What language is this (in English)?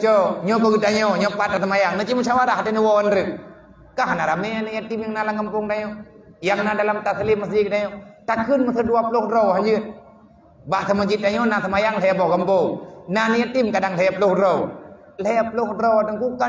Achinese